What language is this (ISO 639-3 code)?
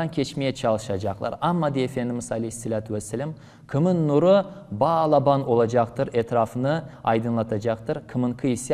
crh